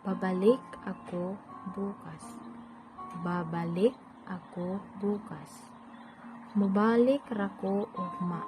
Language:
Cebuano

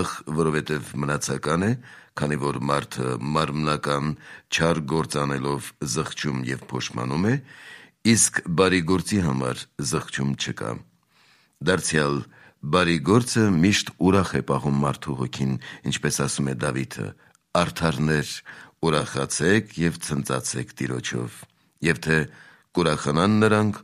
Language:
Armenian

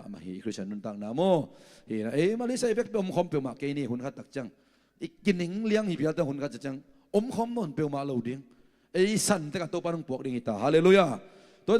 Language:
Tedim Chin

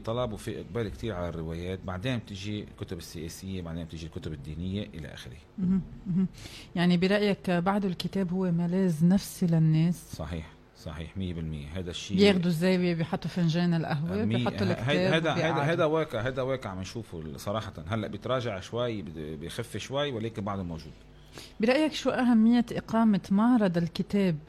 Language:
North Levantine Arabic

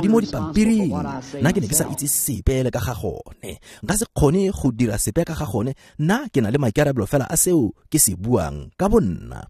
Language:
Tswana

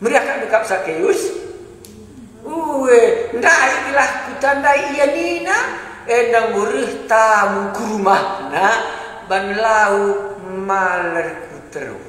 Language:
Batak Karo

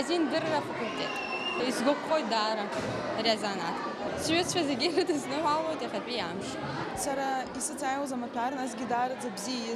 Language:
Abkhazian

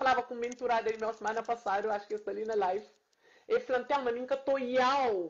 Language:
Kabuverdianu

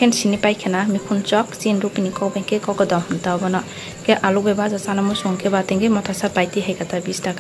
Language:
Kok Borok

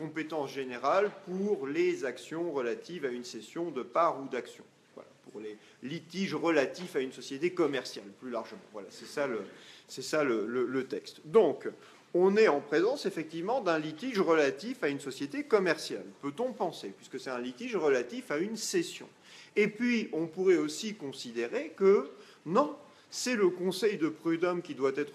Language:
French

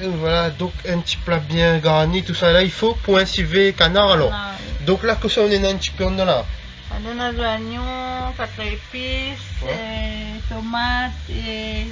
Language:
Réunion Creole French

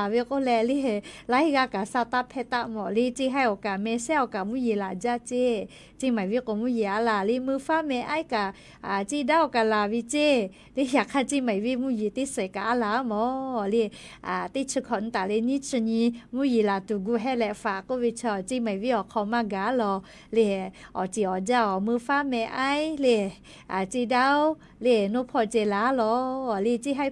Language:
Lahu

